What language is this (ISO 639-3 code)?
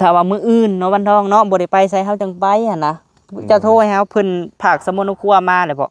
lao